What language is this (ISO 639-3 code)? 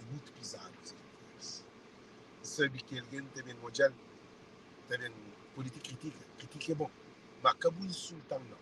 kea